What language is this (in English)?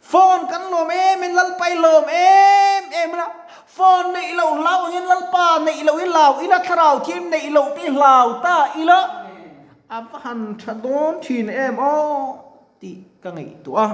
Mizo